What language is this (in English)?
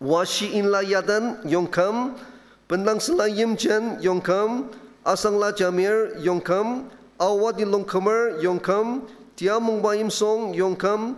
Ao Naga